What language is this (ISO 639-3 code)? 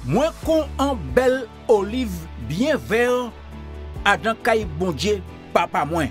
gcf